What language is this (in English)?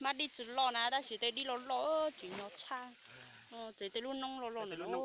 Hmong